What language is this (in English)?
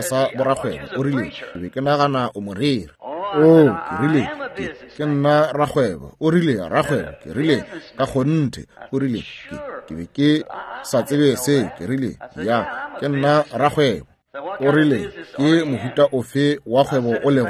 Northern Sotho